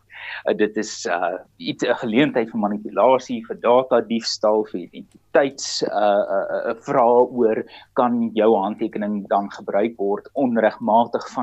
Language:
Afrikaans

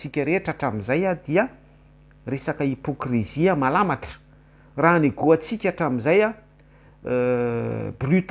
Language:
Malagasy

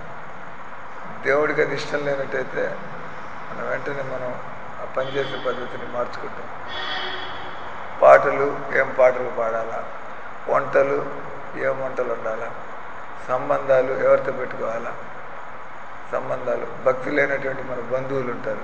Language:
Telugu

